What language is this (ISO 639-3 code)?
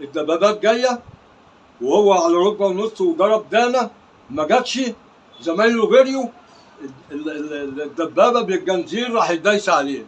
arz